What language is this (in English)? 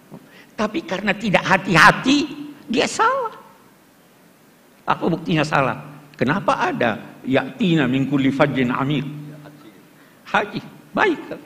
Indonesian